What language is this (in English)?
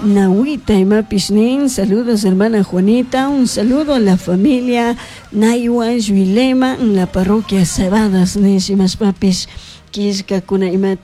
Chimborazo Highland Quichua